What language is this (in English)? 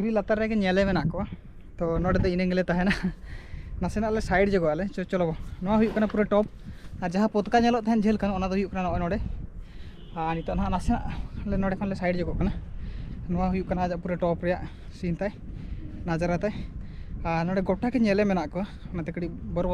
Santali